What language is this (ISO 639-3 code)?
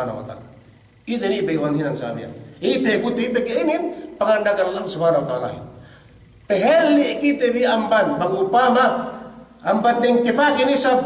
yka